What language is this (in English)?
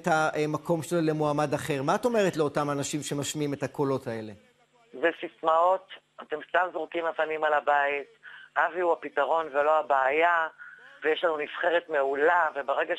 Hebrew